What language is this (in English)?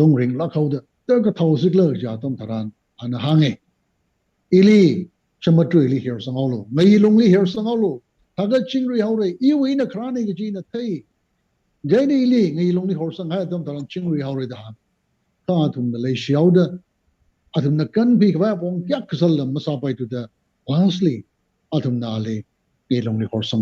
Tangkhul Naga (India)